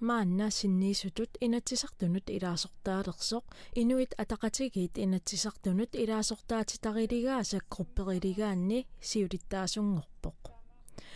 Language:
Kalaallisut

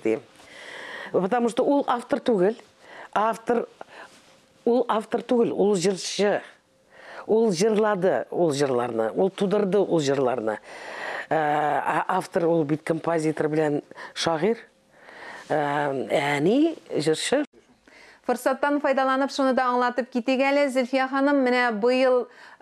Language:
Tatar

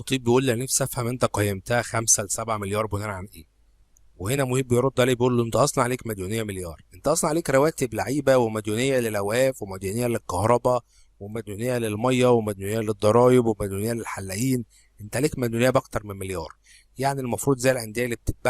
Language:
Egyptian Arabic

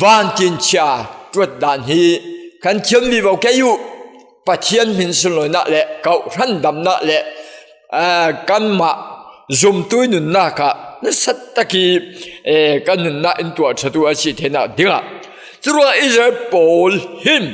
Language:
Falam Chin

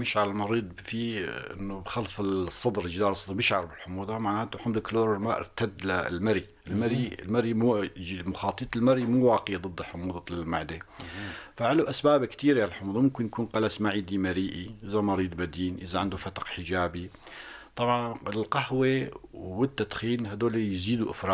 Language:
North Levantine Arabic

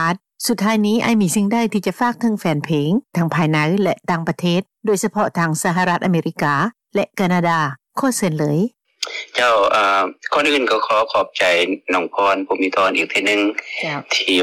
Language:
Lao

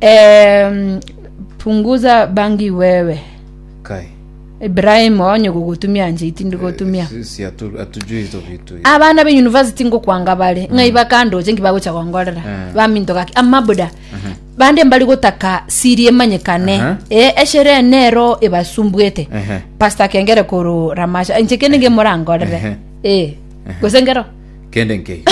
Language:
Gusii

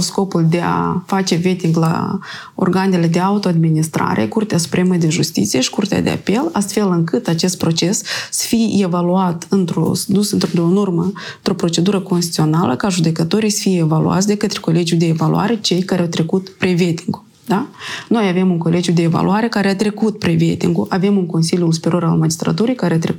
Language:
Romanian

